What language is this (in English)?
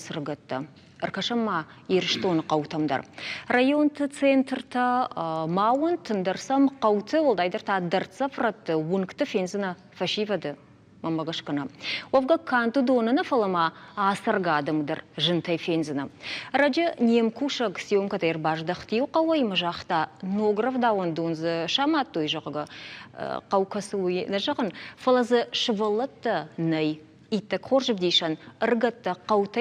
Ossetic